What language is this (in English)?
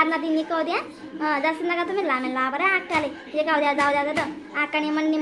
Khandesi